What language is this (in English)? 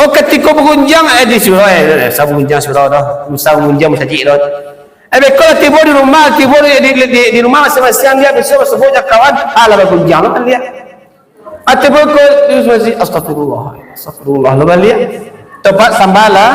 Minangkabau